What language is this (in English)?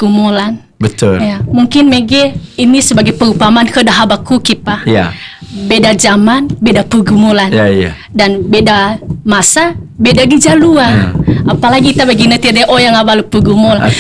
Nias